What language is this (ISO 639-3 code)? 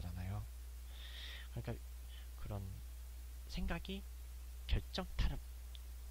kor